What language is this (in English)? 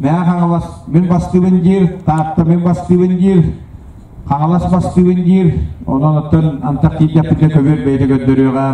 Yakut